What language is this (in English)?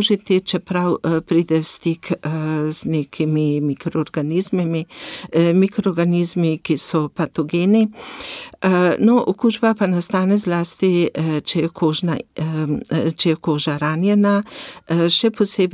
Slovenian